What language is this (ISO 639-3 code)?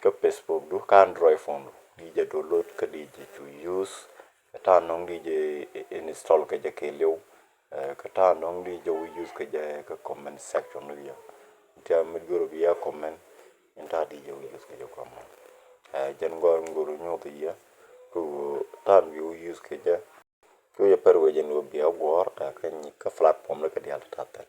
nus